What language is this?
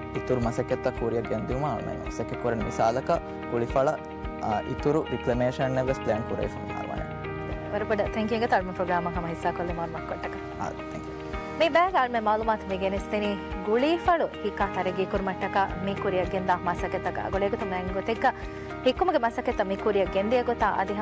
Divehi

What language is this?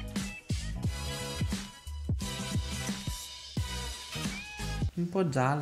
Italian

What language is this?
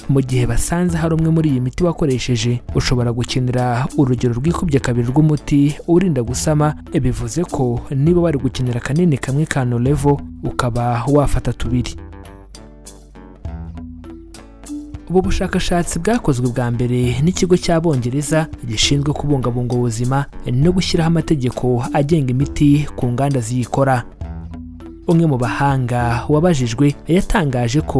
Kinyarwanda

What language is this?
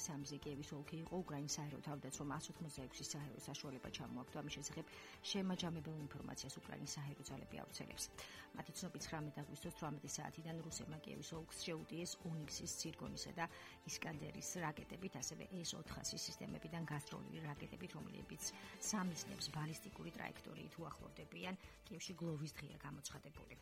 Georgian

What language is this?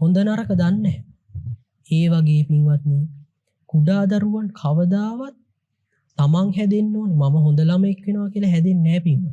Sinhala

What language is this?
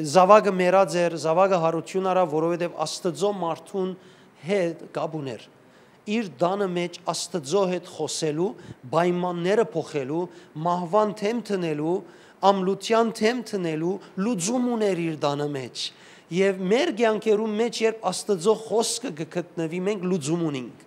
Western Armenian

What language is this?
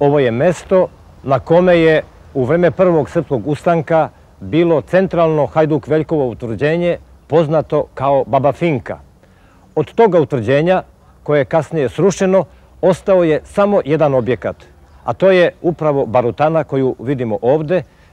Serbian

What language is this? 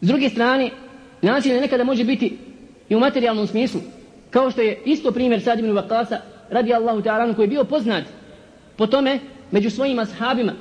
Bosnian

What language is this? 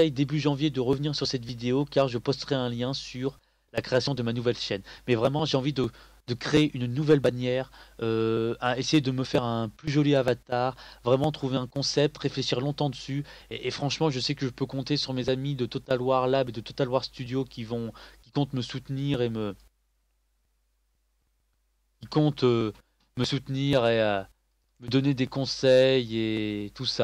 French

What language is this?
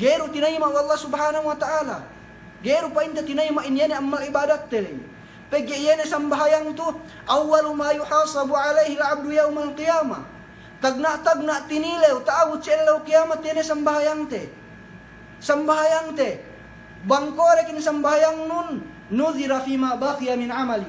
Yakan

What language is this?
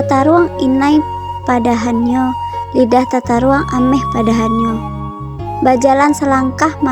Minangkabau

